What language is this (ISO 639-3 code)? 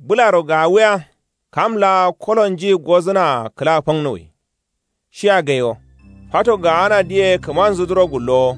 kau